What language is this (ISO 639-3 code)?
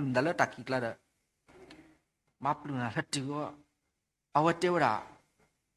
ksw